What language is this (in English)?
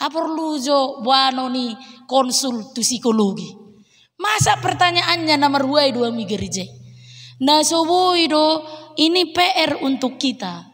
Batak Toba